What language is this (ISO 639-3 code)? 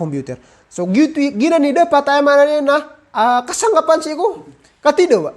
mrw